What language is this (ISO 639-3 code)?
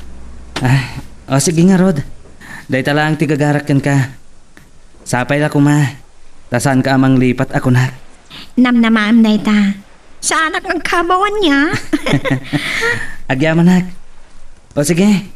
ilo